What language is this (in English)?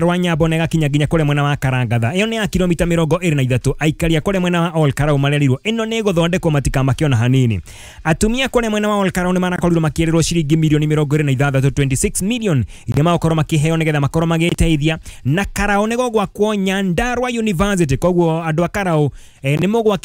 Kikuyu